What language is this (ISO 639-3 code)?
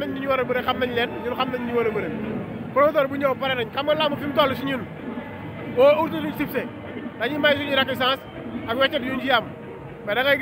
wol